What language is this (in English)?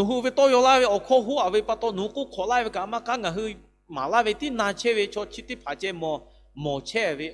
Lahu